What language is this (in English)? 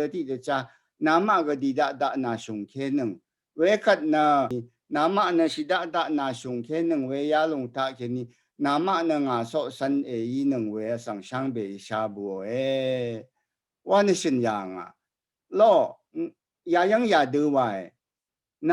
Rawang